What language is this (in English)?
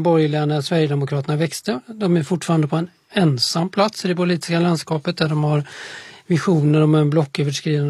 Swedish